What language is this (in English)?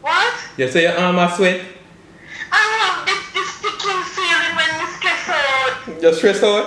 Jamaican Creole English